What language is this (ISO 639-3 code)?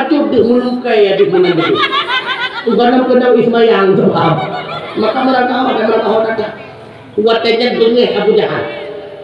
ace